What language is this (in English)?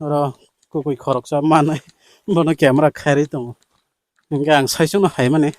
Kok Borok